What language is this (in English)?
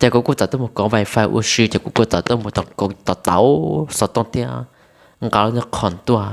Hmong